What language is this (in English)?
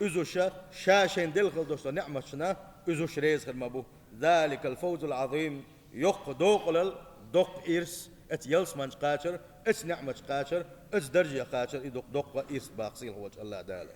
Chechen